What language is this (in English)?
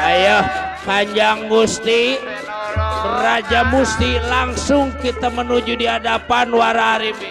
Betawi